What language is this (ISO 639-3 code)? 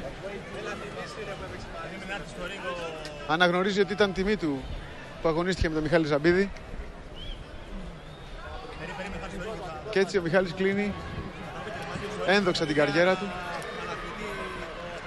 ell